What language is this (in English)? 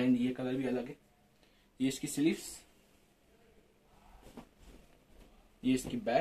Hindi